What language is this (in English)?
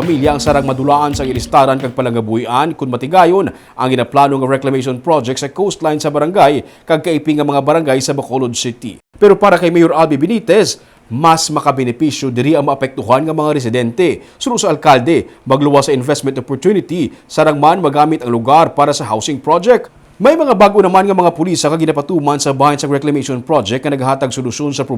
Hiligaynon